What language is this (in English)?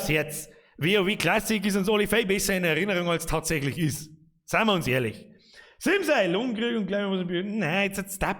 Bavarian